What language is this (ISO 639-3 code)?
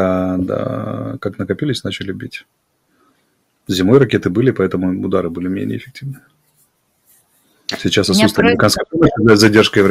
rus